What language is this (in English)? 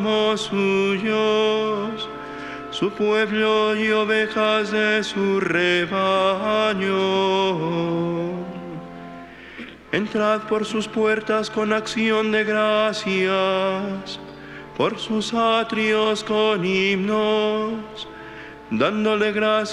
Spanish